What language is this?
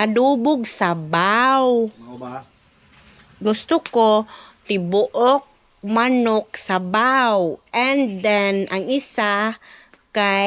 Cebuano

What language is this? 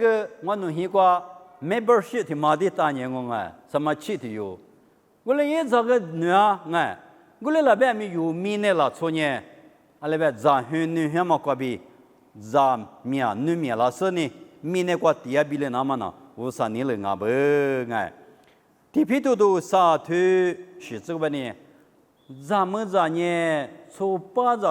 Lisu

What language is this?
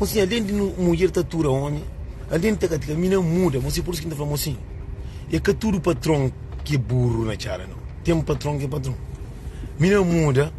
Kabuverdianu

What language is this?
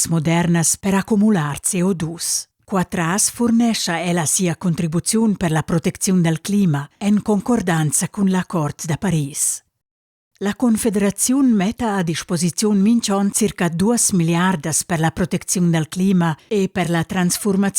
Romansh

